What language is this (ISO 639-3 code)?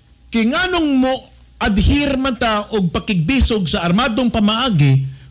ceb